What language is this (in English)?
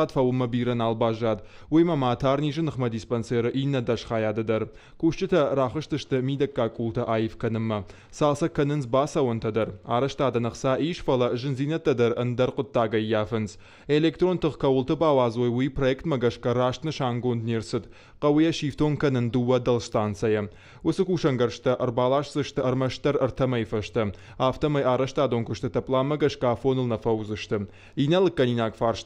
Ossetic